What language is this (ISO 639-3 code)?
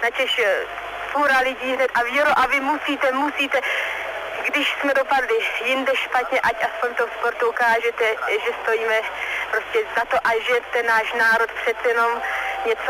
ces